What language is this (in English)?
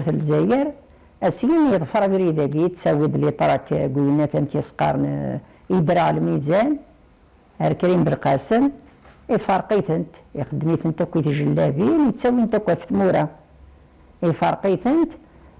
Kabyle